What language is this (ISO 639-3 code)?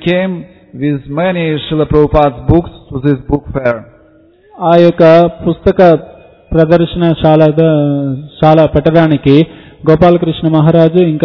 tel